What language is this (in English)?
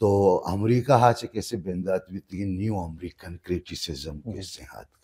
Baluchi